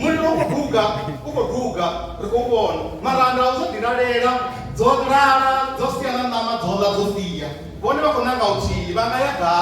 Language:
Venda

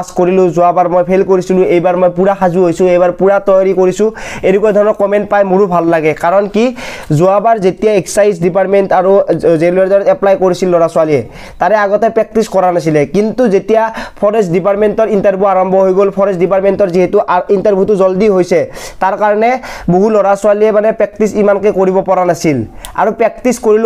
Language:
Assamese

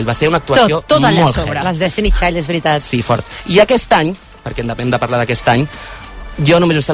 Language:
Catalan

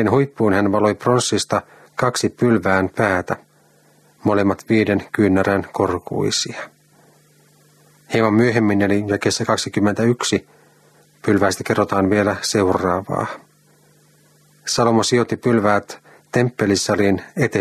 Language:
Finnish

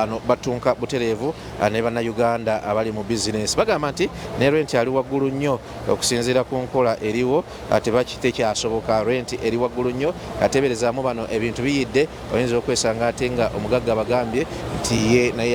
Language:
Ganda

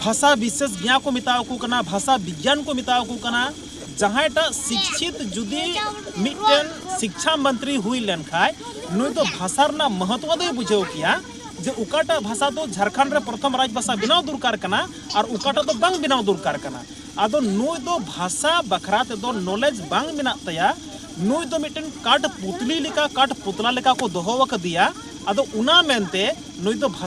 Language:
Santali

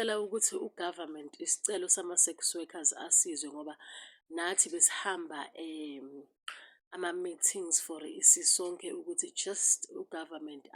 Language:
Zulu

